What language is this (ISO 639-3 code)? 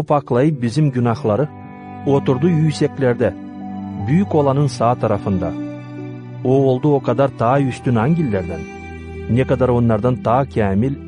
gag